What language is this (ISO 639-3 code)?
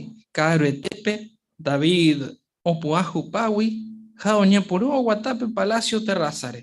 grn